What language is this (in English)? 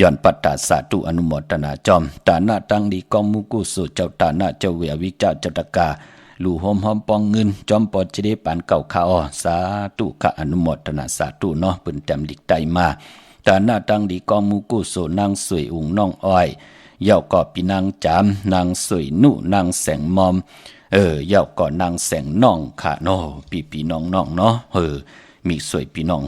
Shan